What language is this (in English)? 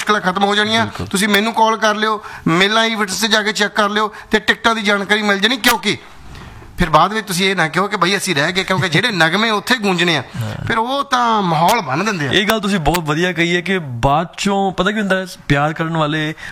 Punjabi